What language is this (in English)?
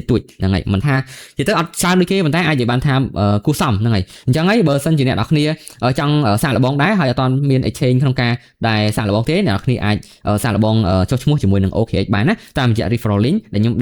Khmer